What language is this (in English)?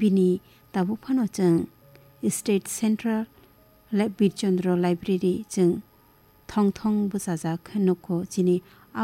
Kok Borok